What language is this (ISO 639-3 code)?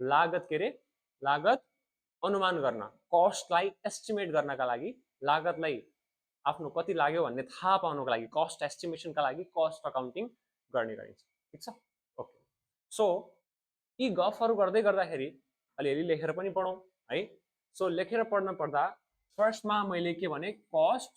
nep